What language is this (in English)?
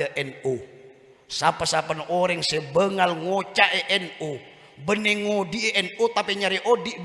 Madurese